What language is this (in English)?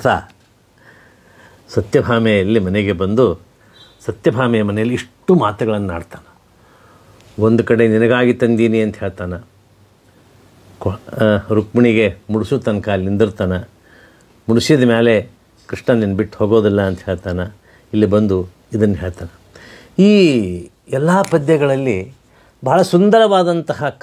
Kannada